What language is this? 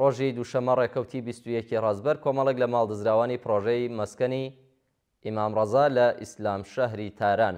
Central Kurdish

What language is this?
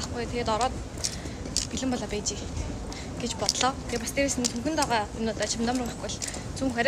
Mongolian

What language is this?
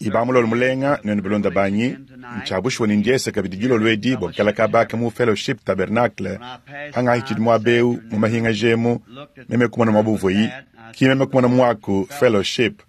Luba-Lulua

